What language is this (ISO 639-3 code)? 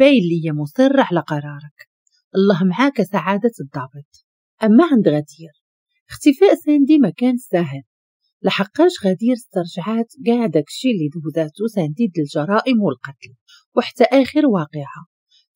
ary